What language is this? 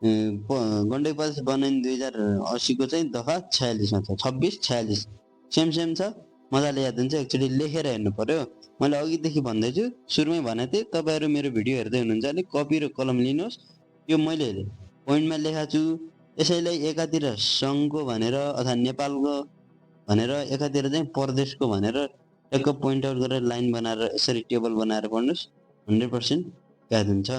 Nepali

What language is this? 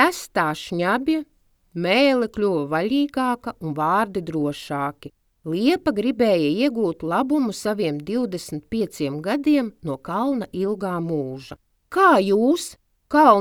Latvian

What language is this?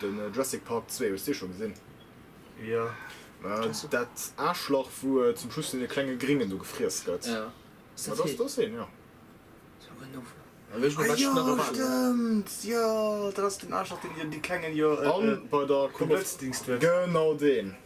Luxembourgish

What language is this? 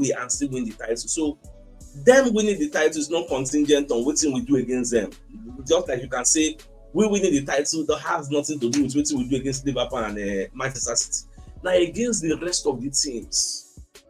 Nigerian Pidgin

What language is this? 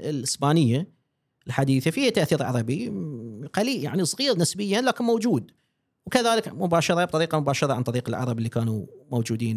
Gulf Arabic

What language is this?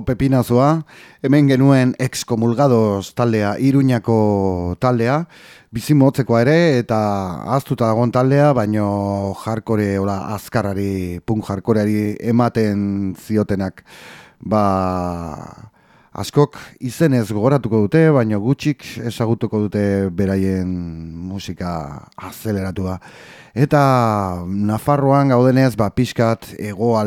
Basque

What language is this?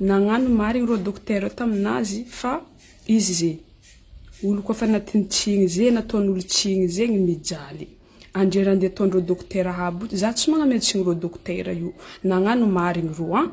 Malagasy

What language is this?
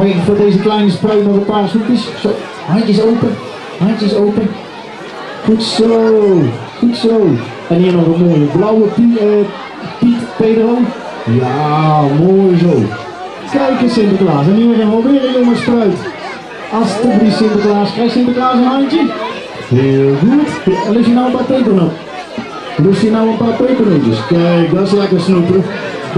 Dutch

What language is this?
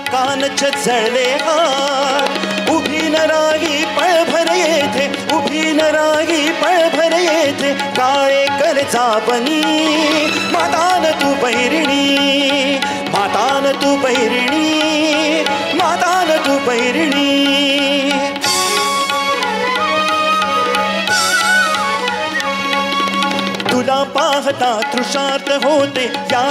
Marathi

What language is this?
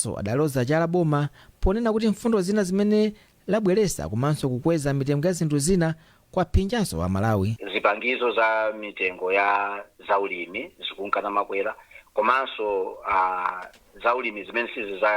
Nyanja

